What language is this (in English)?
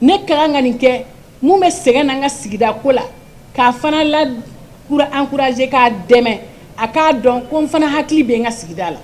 Bambara